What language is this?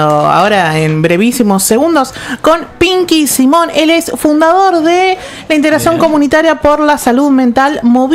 Spanish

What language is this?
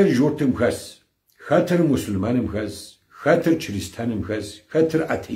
Kabardian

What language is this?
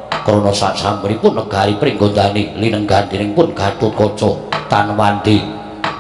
Javanese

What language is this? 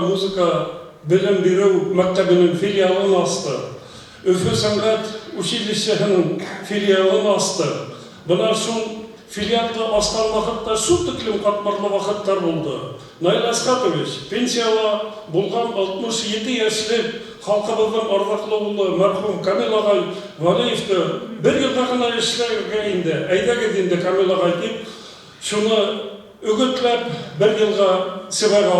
Bashkir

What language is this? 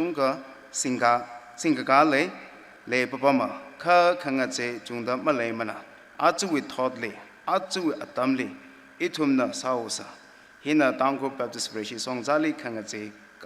Tangkhul Naga (India)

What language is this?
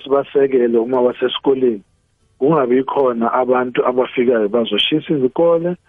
South Ndebele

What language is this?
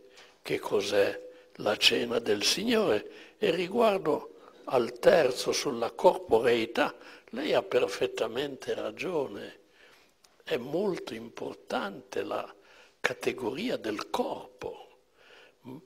Italian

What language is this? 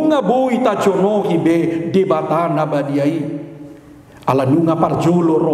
Batak Toba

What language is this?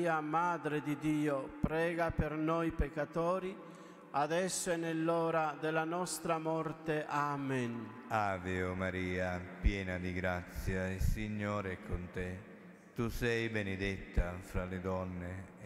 Italian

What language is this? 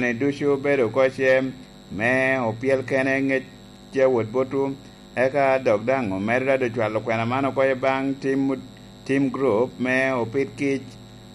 Lango (Uganda)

